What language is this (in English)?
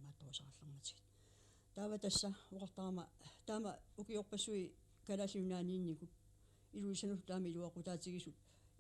Kalaallisut